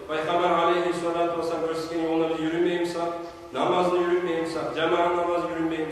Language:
Kumyk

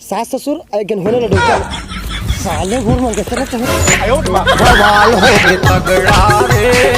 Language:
Chhattisgarhi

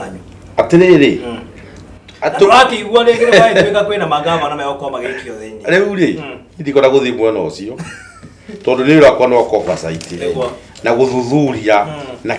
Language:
Kikuyu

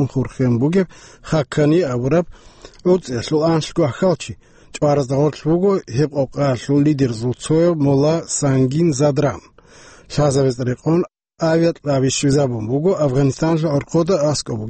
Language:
Avaric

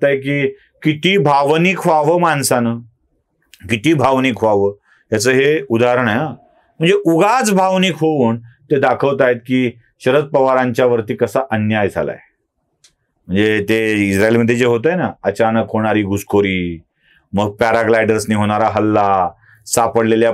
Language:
Marathi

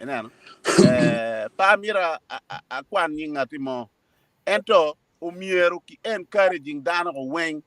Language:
Acoli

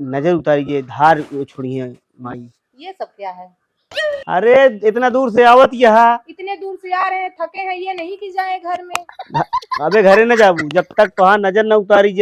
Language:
Awadhi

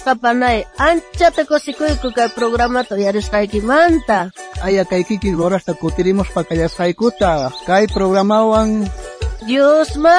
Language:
South Bolivian Quechua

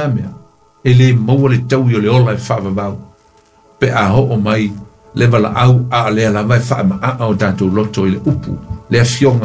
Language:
Samoan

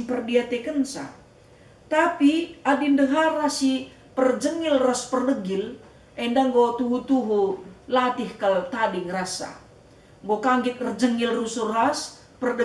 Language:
Batak Karo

